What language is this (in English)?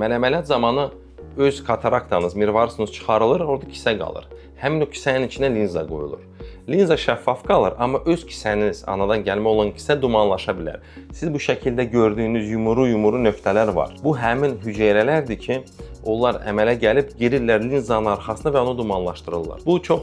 Azerbaijani